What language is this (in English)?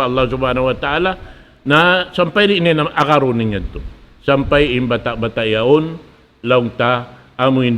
Tausug